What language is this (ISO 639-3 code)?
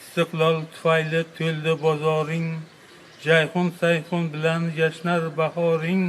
uzb